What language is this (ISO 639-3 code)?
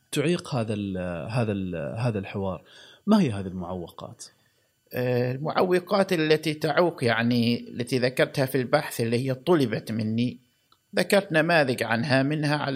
afb